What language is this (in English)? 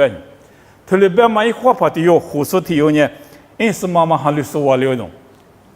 Lisu